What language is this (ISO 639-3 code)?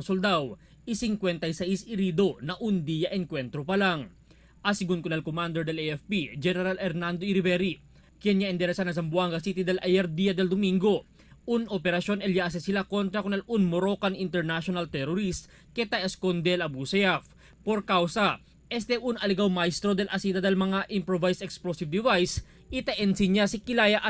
cbk